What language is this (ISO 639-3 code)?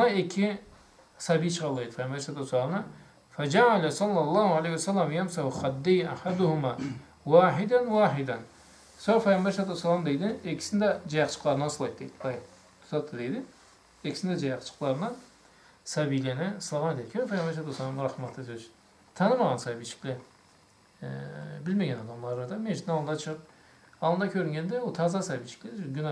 krc